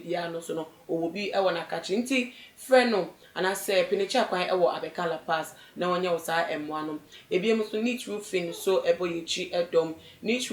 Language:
Akan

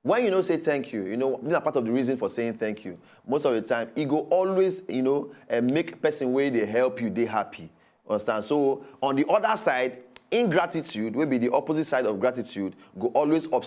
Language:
Nigerian Pidgin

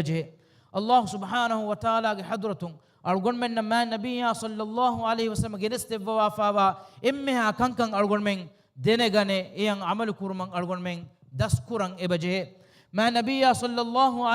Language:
Divehi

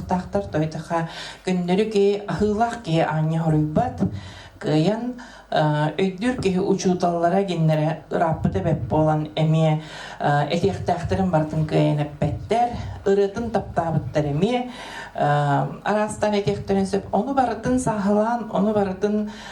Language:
Yakut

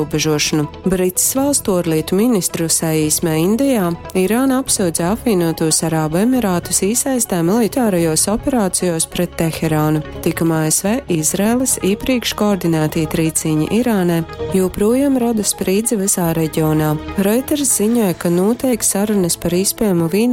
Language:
Latgalian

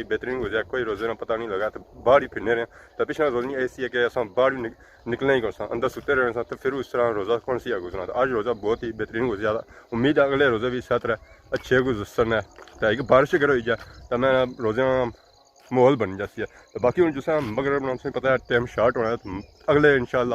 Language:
Pahari-Potwari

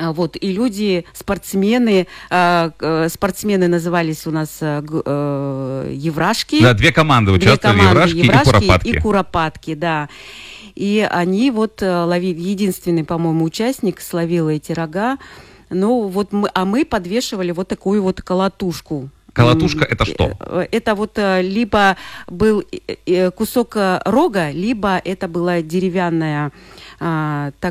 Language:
Russian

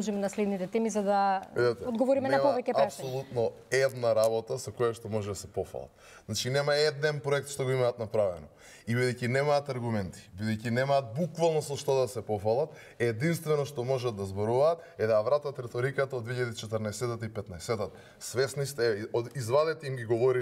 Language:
Macedonian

